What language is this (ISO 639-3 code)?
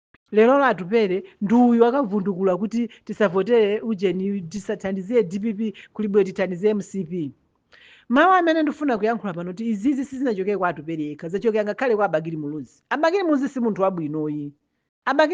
nya